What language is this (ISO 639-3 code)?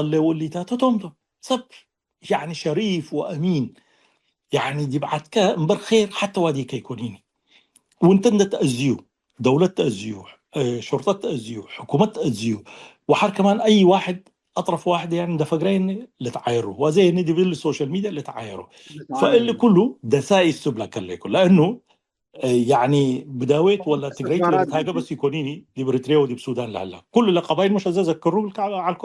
tig